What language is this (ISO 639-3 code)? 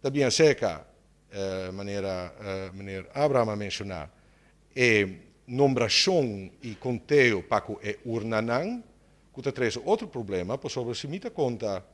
pap